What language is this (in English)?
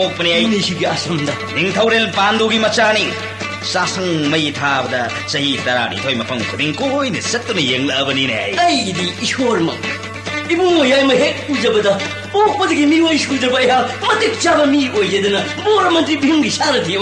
Manipuri